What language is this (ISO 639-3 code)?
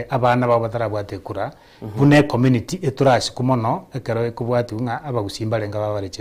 guz